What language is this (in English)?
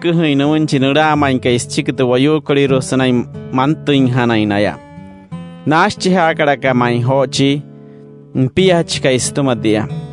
Wayuu